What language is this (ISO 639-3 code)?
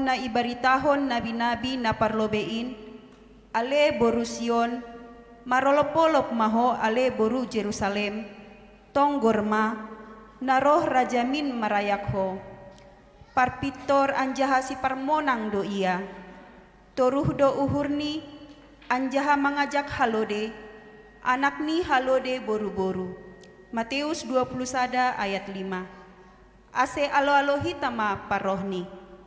bts